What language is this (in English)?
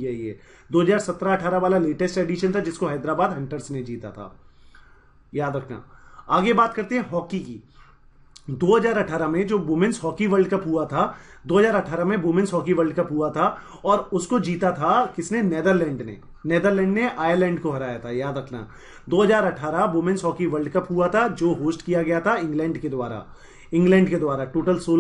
Hindi